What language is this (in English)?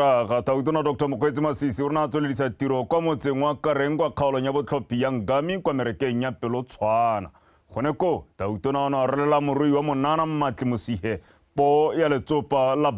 Tswana